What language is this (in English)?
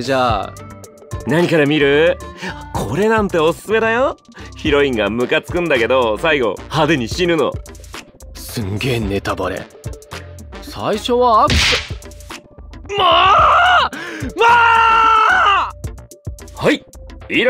Japanese